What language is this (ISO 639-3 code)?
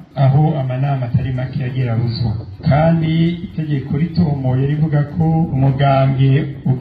run